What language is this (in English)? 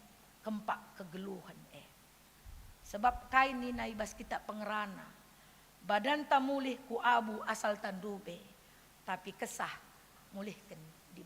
Batak Karo